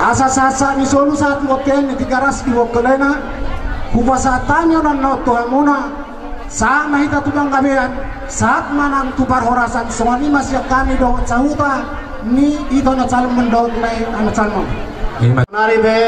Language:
Batak Toba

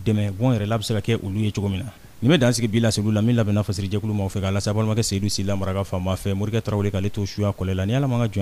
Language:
Bambara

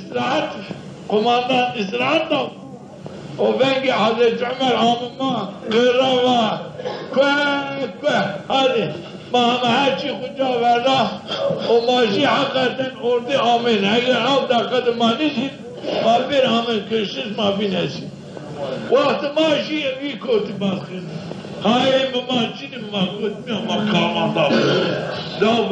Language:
Zaza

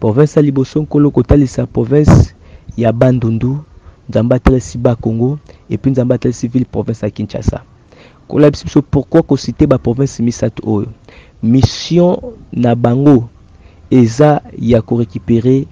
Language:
Lingala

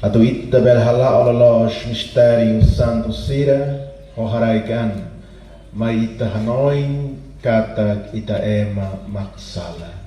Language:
Tetum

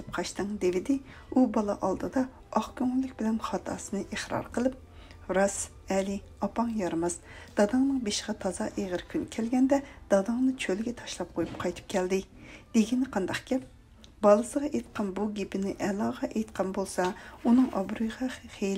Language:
Uyghur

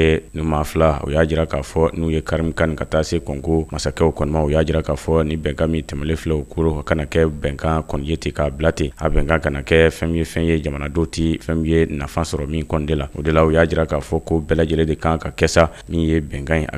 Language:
Bambara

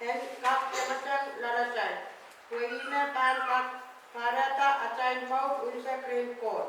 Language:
Pohnpeian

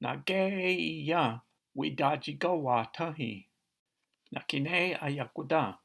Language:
Cherokee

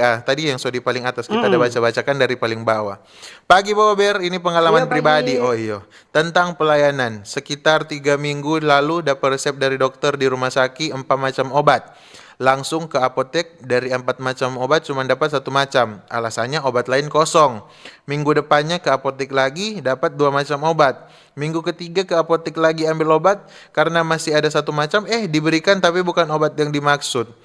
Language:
Manado Malay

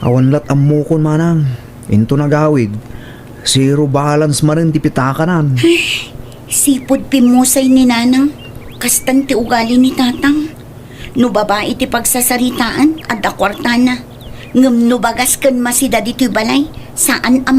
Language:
Iloko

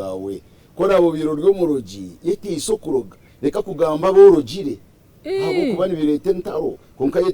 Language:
Nyankole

